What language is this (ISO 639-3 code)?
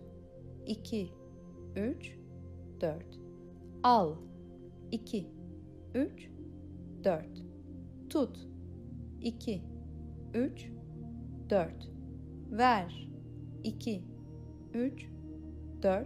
tur